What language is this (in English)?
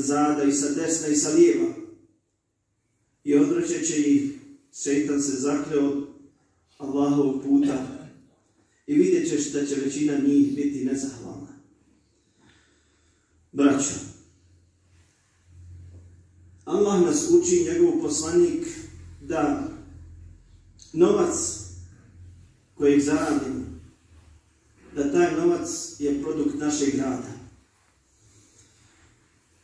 Bosnian